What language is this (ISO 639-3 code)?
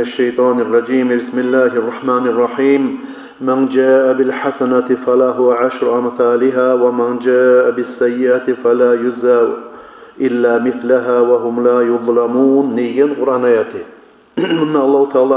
kum